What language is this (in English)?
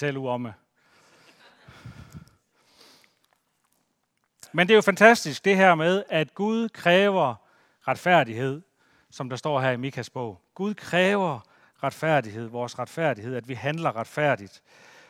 Danish